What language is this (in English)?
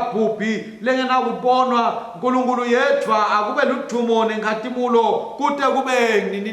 Swati